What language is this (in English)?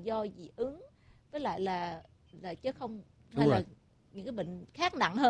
Vietnamese